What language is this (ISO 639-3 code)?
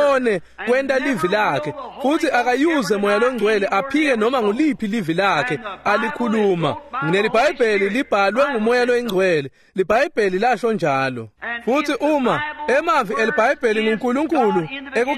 ssw